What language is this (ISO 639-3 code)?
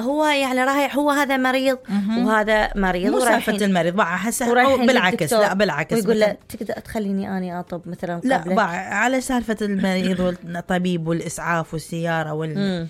acm